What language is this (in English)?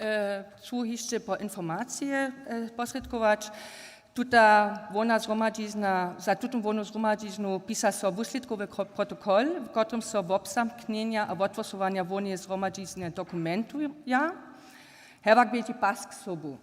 Upper Sorbian